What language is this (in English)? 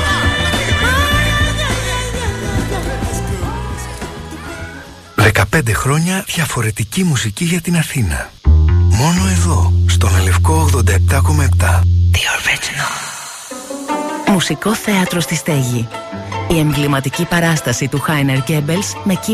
Greek